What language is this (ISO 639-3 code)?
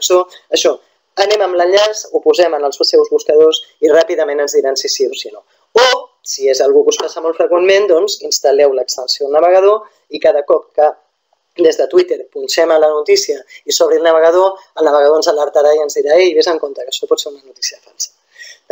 cat